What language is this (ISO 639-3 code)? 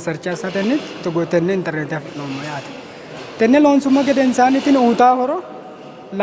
sid